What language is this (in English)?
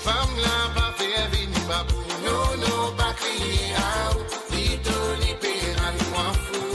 Morisyen